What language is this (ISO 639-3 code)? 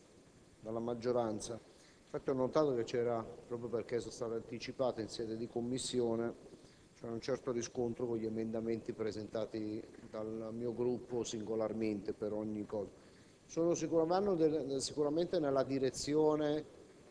ita